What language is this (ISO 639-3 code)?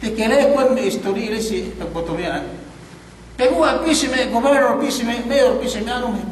yka